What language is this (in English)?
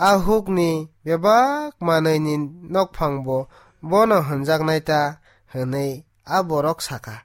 Kok Borok